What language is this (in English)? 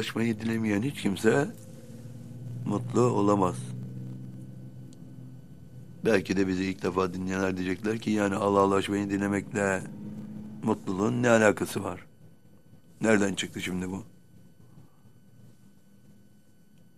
Turkish